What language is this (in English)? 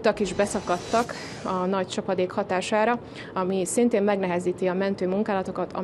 Hungarian